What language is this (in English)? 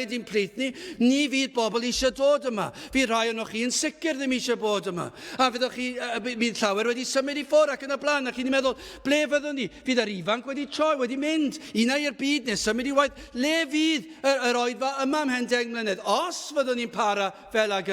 Welsh